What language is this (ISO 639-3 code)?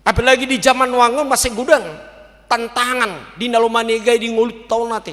bbc